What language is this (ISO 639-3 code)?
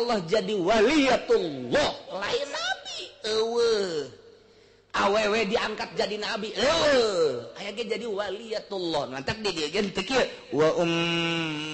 sun